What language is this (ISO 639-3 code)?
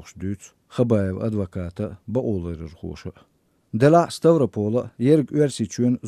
che